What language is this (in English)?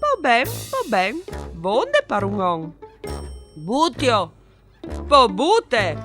Friulian